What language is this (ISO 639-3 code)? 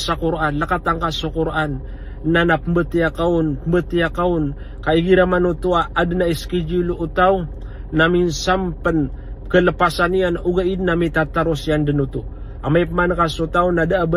mrw